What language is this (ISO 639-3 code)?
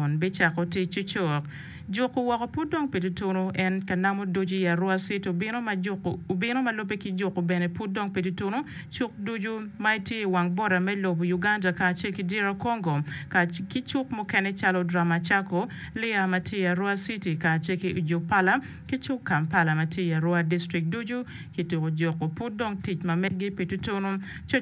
ach